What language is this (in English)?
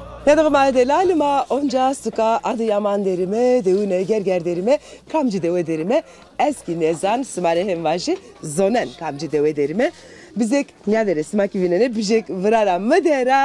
Zaza